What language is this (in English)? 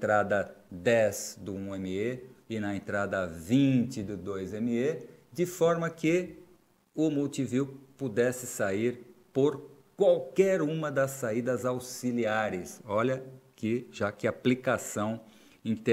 Portuguese